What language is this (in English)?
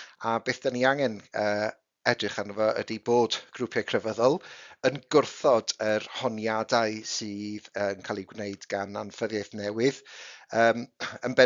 Welsh